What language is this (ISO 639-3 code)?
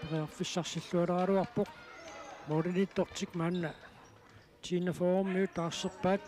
kal